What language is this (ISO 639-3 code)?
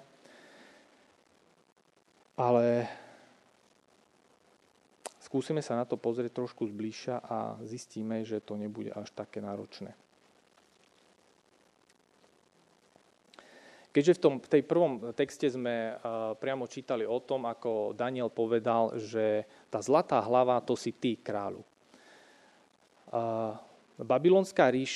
slk